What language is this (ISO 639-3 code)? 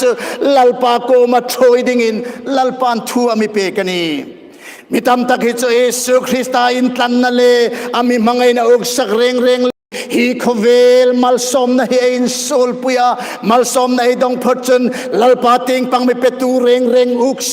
hmr